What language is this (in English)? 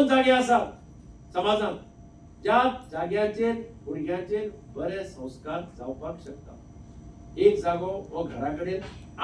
Konkani